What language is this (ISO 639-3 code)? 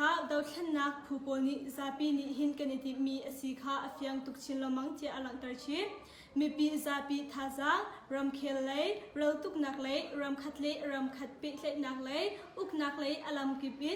cnh